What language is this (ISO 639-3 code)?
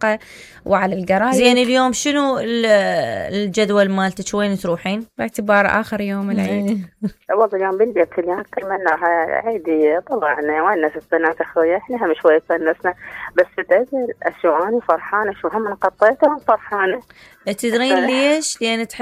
acm